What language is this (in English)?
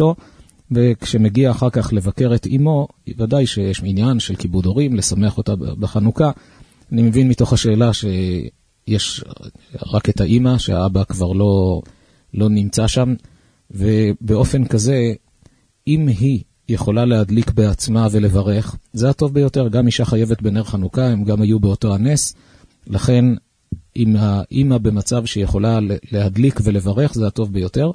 Hebrew